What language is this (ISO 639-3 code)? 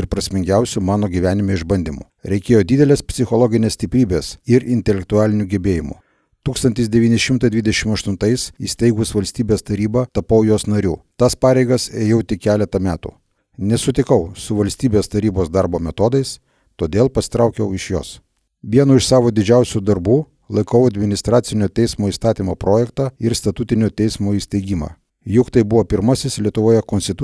lit